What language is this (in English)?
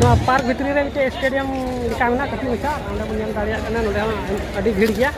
Santali